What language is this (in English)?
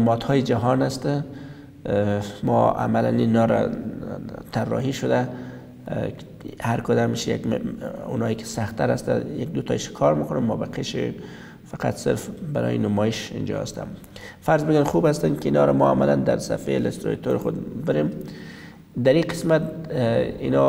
Persian